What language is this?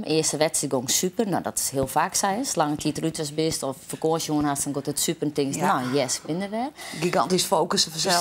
Western Frisian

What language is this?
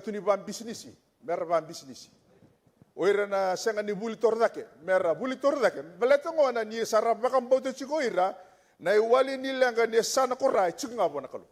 Fijian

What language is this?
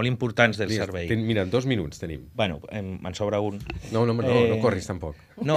Catalan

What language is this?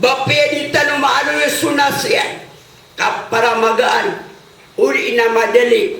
Maranao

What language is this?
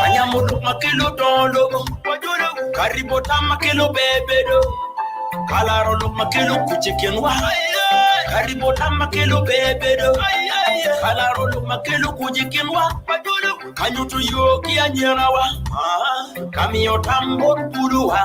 Acoli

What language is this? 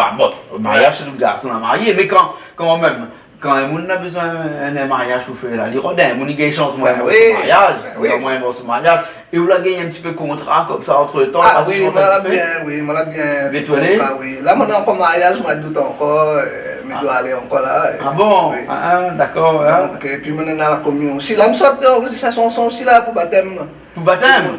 Réunion Creole French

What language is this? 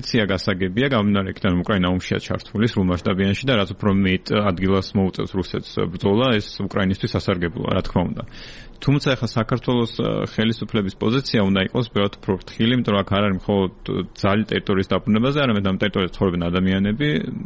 Georgian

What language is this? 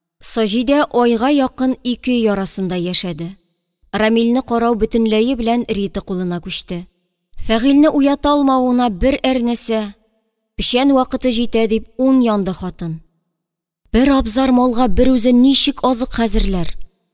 Tatar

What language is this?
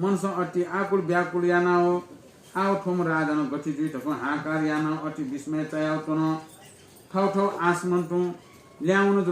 Newari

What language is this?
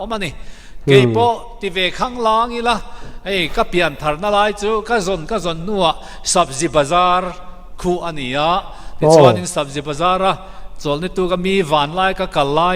Mizo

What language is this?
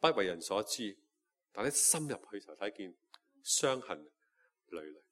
Cantonese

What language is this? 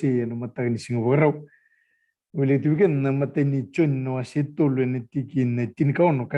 Fijian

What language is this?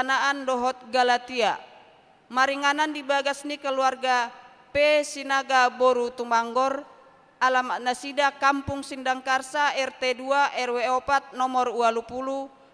Batak Toba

